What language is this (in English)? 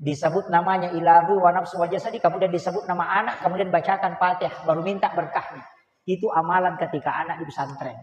Buginese